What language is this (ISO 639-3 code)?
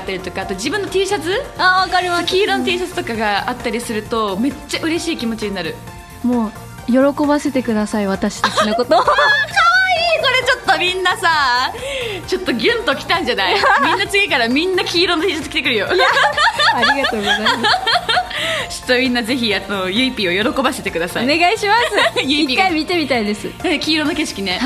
jpn